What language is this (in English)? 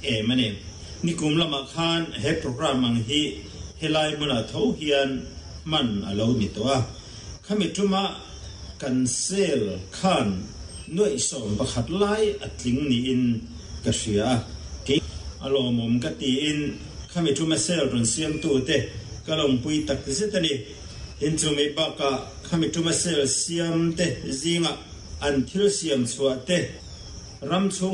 Mizo